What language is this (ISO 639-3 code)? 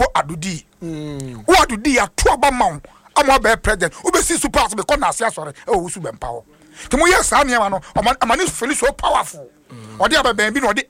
aka